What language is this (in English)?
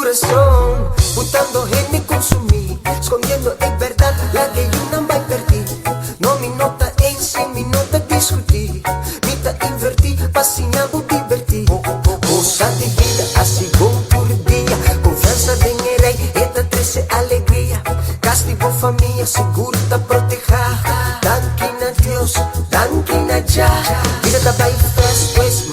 Papiamento